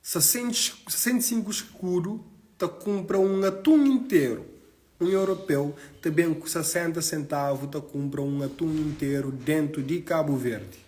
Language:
Kabuverdianu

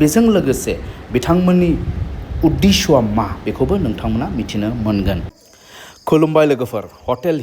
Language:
Bodo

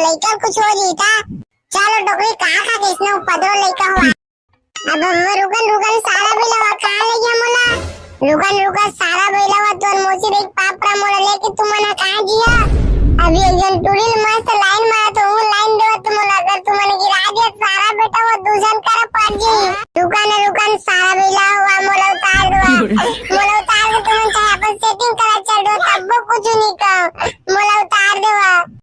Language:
Chhattisgarhi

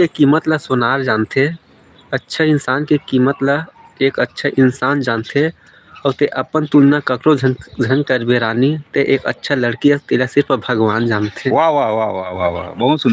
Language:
Chhattisgarhi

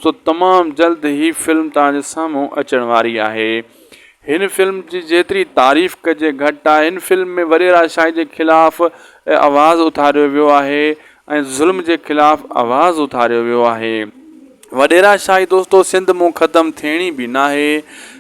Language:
Sindhi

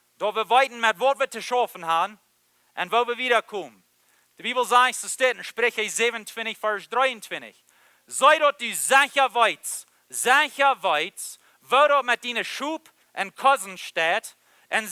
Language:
Plautdietsch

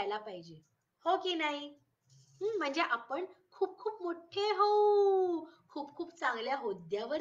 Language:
Marathi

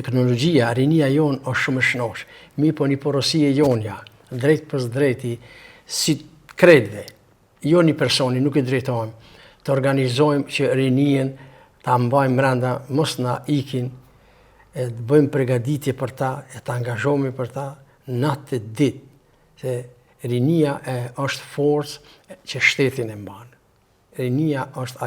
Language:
Albanian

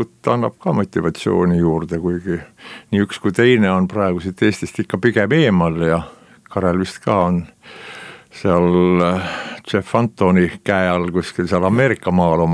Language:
Estonian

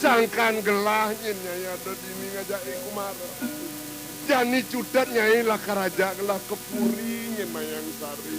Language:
Balinese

